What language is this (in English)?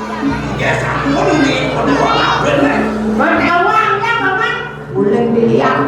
Balinese